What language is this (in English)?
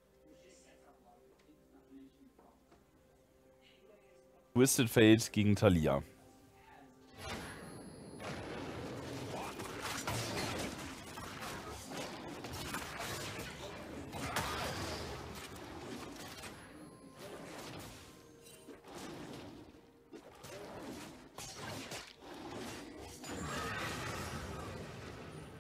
German